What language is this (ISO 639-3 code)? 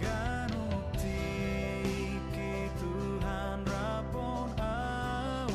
bbc